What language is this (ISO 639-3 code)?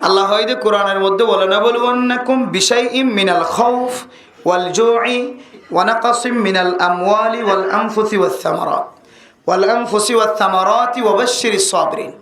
rhg